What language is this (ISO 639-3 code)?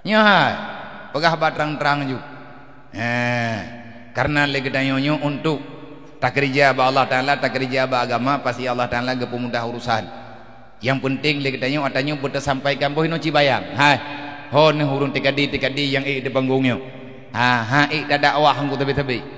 ace